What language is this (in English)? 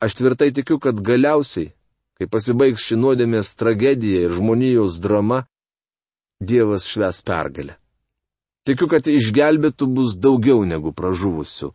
Lithuanian